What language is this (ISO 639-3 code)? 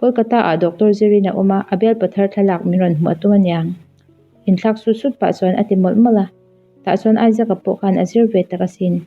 lus